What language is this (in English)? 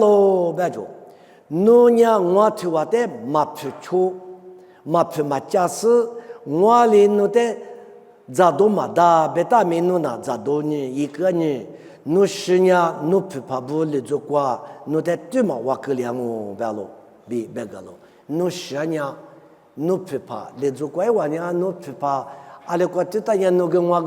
Lisu